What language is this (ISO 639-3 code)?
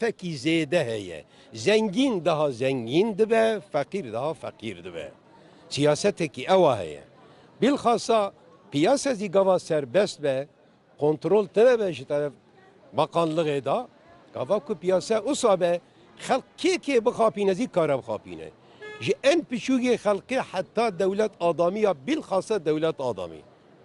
kur